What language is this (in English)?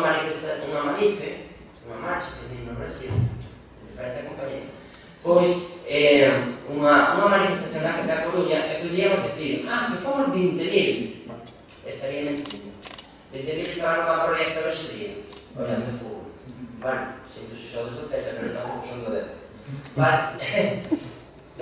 Galician